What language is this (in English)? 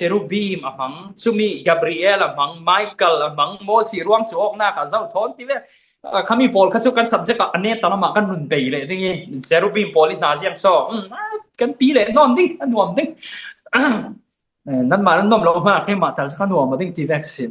Falam Chin